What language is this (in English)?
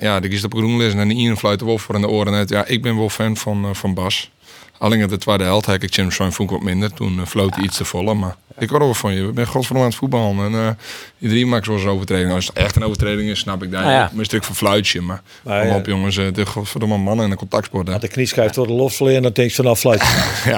Western Frisian